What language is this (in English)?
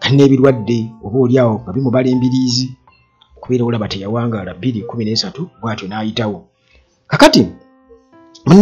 Ganda